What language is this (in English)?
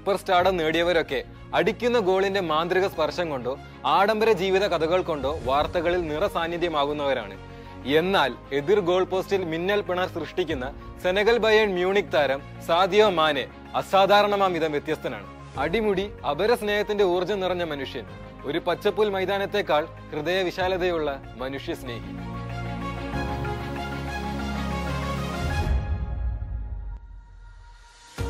Malayalam